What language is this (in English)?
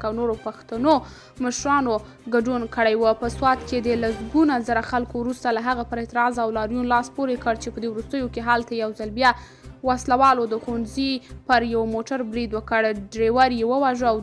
Pashto